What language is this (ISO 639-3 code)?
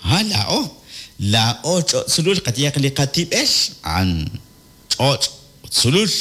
kek